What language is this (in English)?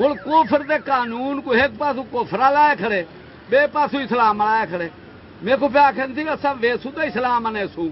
Saraiki